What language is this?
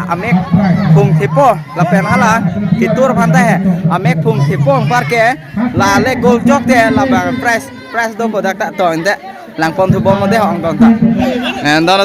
Karbi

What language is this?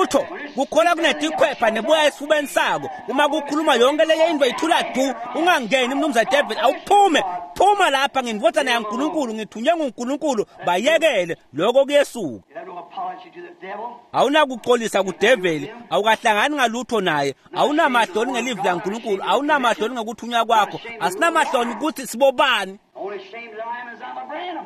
Swati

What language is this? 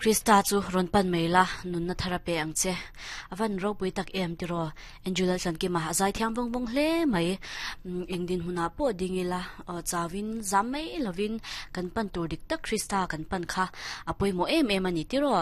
Mizo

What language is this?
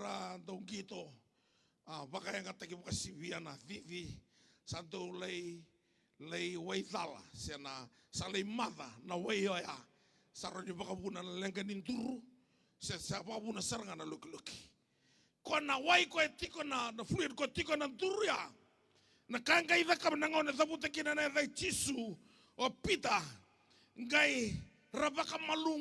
Fijian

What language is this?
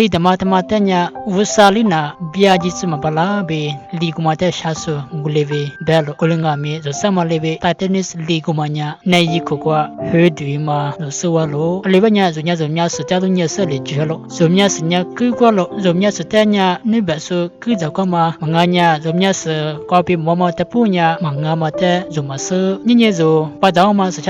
Lisu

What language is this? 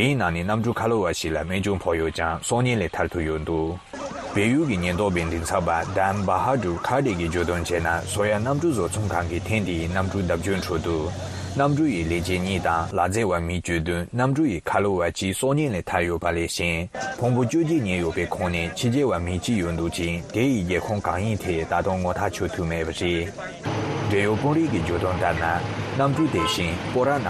Tibetan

